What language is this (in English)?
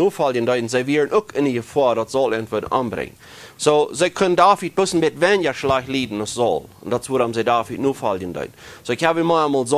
Plautdietsch